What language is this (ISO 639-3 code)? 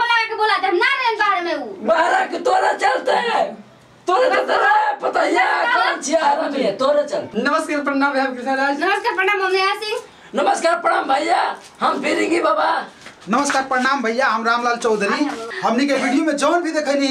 bho